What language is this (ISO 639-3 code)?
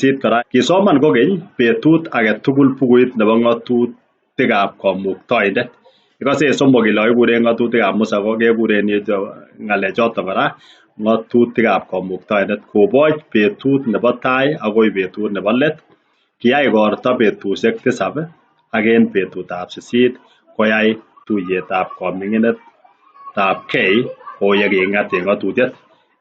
kln